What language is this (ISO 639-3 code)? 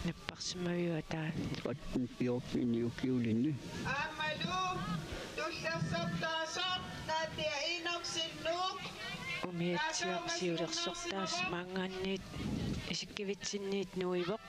kal